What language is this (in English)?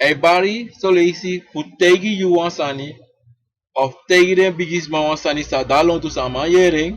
Sranan Tongo